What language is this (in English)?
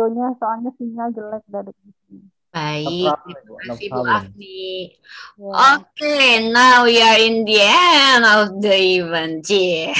Indonesian